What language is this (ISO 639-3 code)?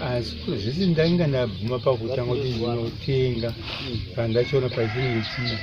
sna